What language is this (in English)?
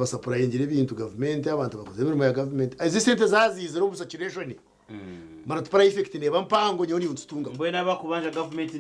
Nyankole